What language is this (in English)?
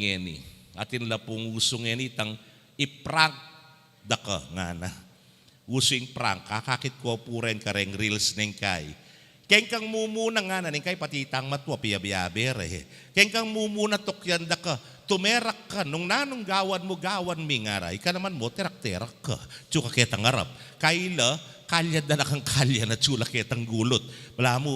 Pampanga